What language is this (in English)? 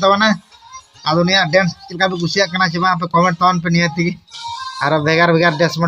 Santali